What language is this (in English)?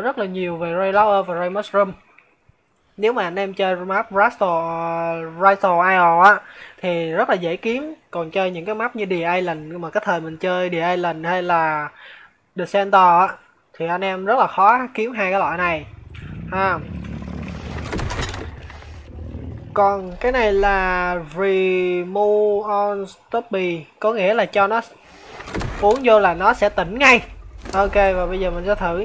Vietnamese